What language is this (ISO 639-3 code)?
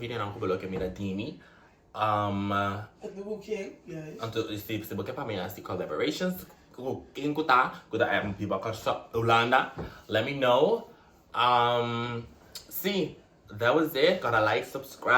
pap